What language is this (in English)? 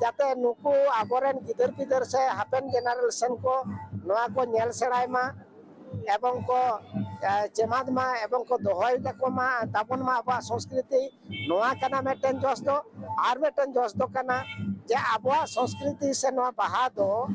Santali